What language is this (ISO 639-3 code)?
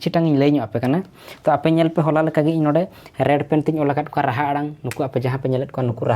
sat